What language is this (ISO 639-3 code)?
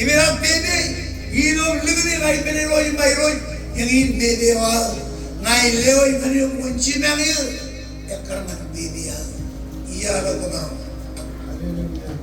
mah